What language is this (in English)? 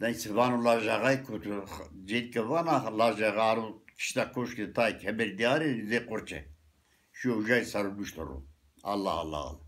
Zaza